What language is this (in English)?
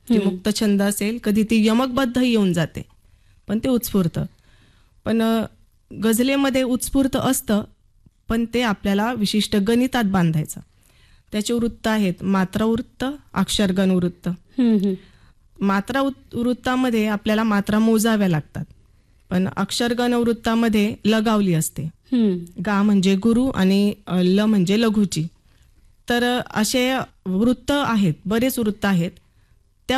Marathi